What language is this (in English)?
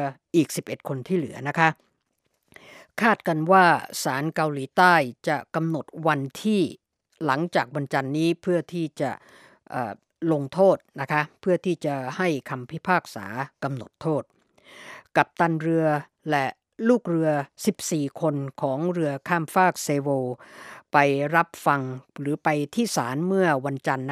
Thai